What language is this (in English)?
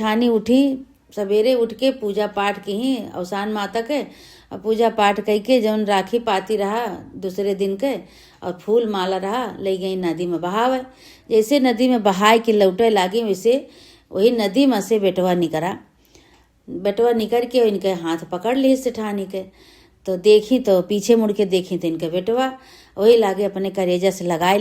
Awadhi